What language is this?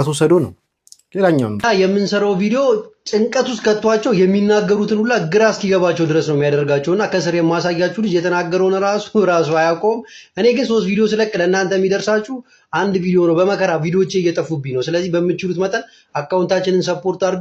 Amharic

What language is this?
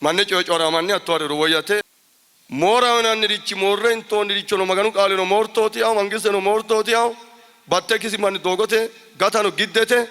Sidamo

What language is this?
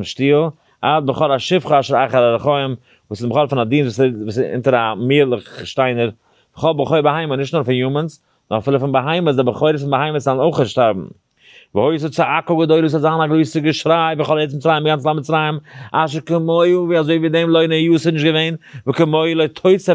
Yiddish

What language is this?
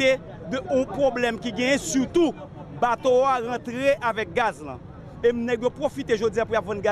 Haitian Creole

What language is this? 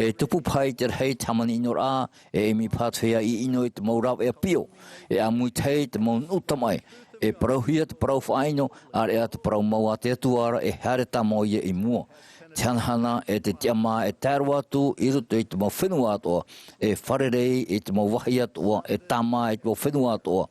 Tahitian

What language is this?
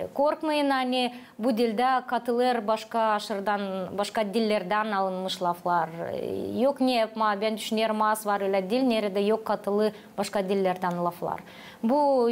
Gagauz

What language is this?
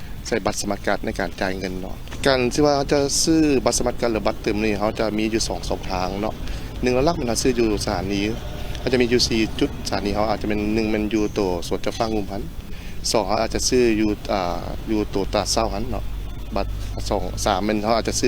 Lao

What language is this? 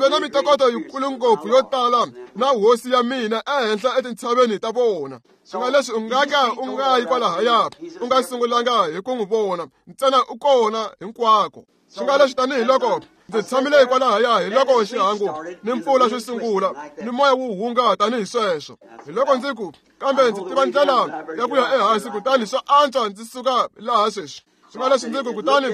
Tsonga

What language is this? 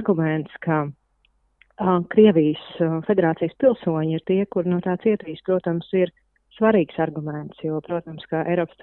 Latvian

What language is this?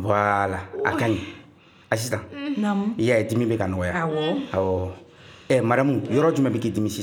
Bambara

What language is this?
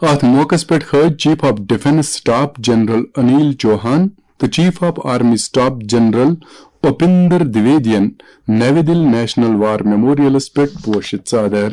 Kashmiri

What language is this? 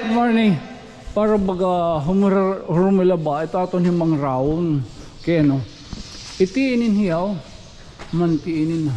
Waray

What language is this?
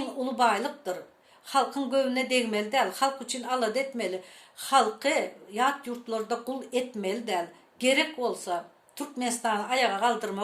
Turkmen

